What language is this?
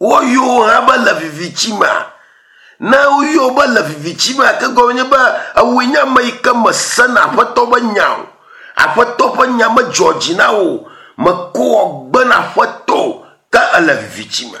Ewe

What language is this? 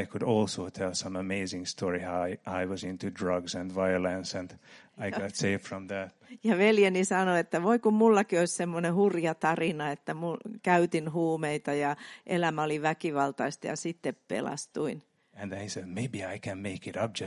Finnish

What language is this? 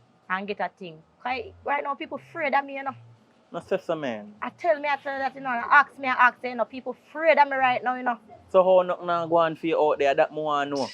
Jamaican Creole English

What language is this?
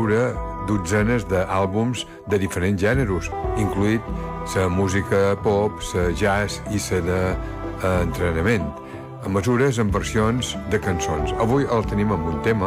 Catalan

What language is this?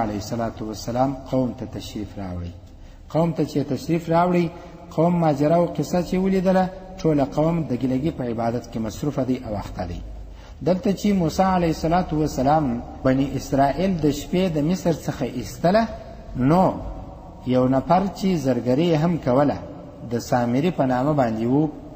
Pashto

